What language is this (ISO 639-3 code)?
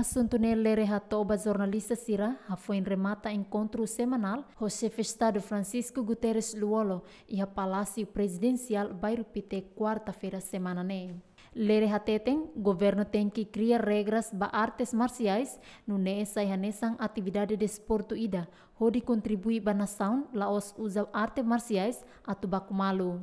tet